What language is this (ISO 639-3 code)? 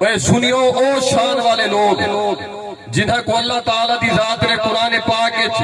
skr